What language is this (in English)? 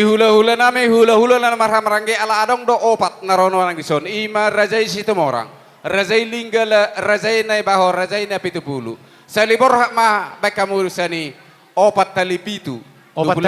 Batak Toba